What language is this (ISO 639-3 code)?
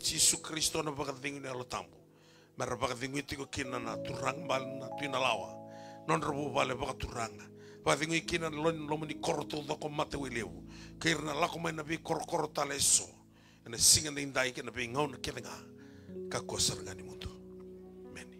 fij